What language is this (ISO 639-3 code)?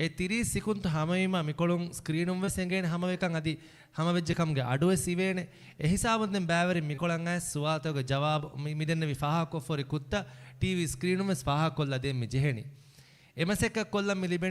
div